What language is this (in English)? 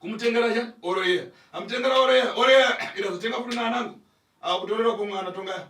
Shona